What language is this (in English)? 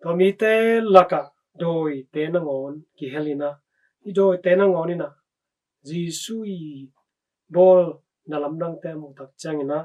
Tedim Chin